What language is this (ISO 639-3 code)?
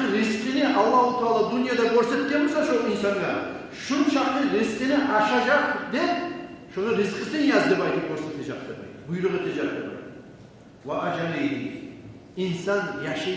kum